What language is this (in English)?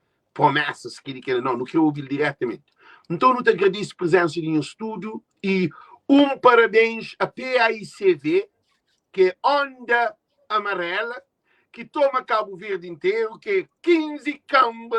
Kabuverdianu